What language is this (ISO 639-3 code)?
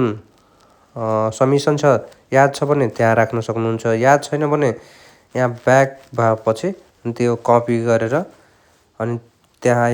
nep